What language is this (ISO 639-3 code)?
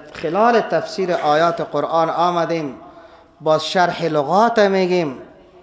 fas